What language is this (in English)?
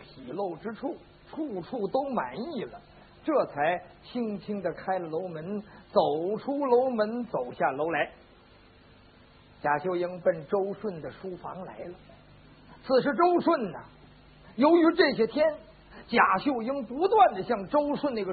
Chinese